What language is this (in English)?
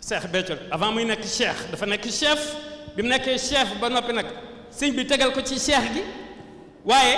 Wolof